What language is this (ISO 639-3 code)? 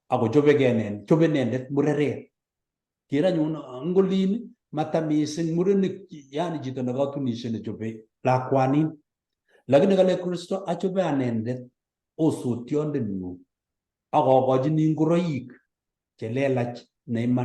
kln